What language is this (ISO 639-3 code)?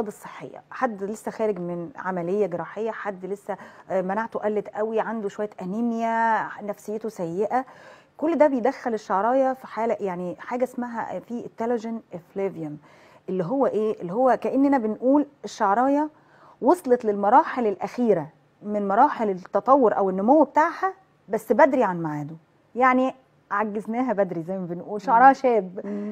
arz